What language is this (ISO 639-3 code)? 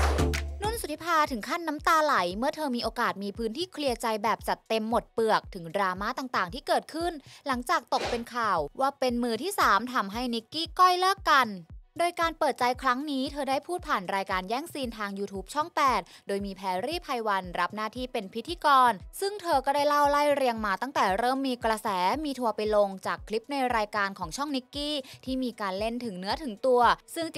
tha